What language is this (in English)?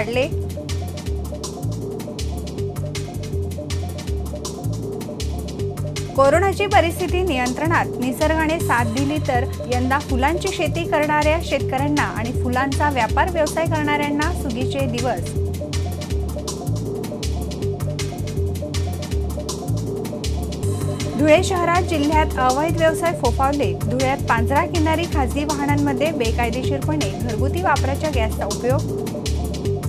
Marathi